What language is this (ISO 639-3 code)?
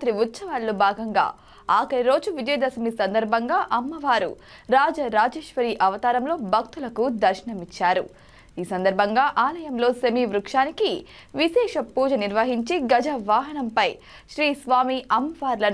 tel